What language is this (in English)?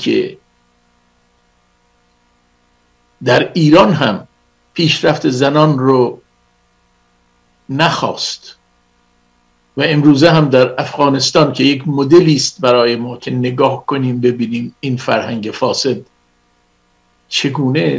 Persian